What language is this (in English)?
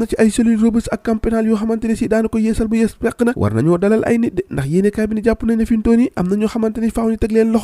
Wolof